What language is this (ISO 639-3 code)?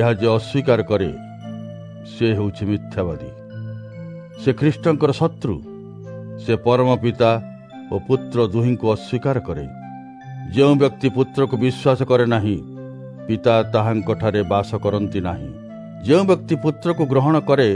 ori